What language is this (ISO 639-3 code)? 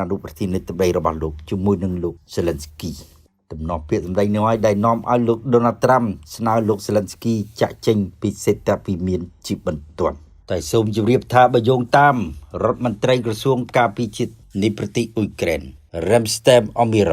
khm